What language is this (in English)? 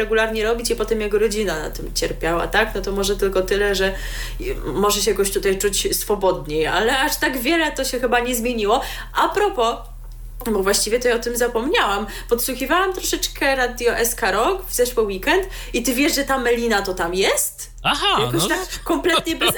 Polish